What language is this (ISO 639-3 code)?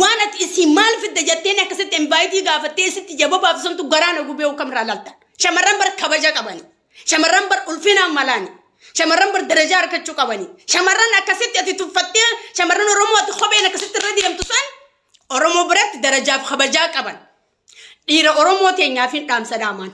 orm